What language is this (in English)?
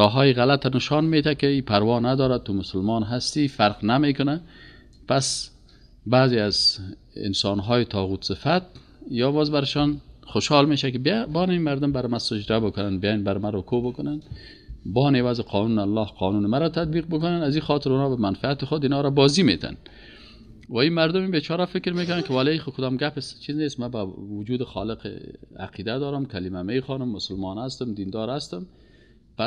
Persian